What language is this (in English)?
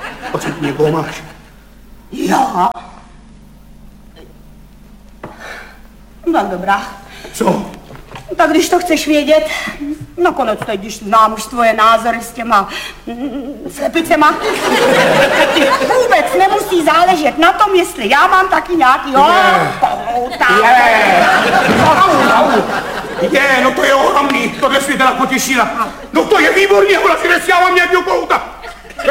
Czech